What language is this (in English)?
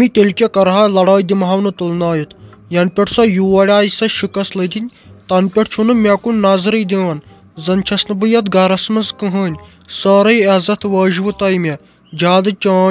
Kashmiri